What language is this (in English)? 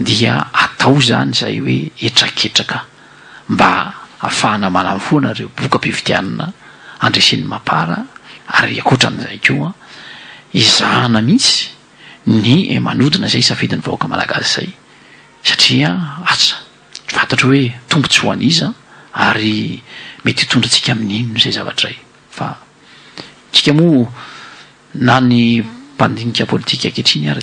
Malagasy